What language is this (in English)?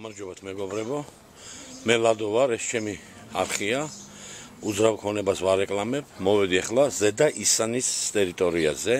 Georgian